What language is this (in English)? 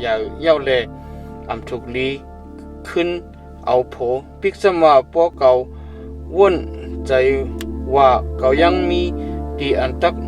Shan